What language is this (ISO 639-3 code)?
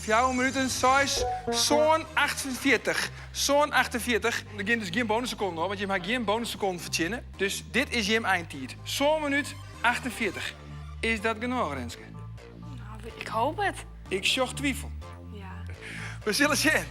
fry